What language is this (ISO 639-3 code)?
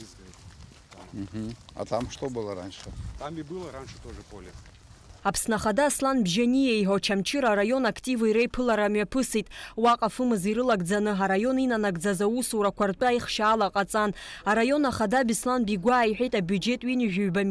abk